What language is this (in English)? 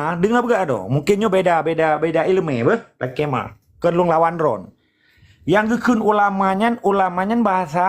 Achinese